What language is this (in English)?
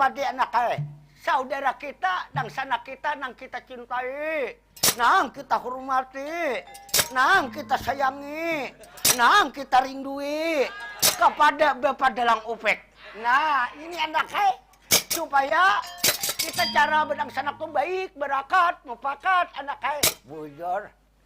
Banjar